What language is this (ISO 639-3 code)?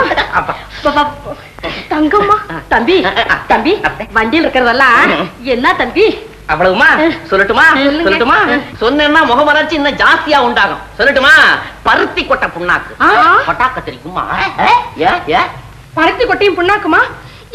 tam